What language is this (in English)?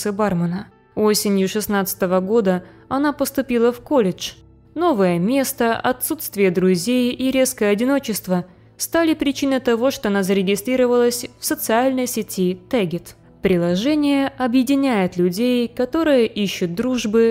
Russian